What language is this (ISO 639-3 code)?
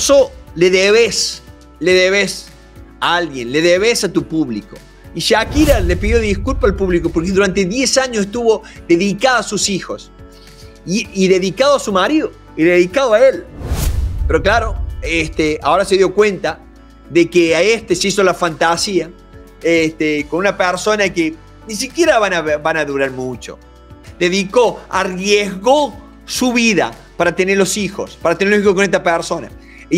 spa